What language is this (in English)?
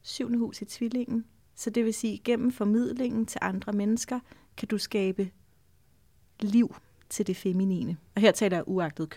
Danish